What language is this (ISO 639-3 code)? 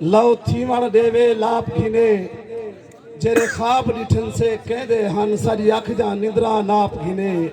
skr